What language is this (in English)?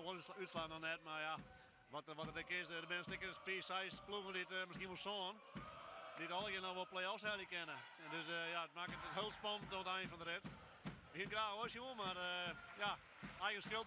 Western Frisian